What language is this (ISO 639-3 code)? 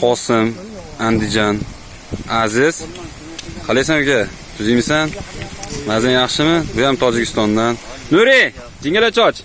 uzb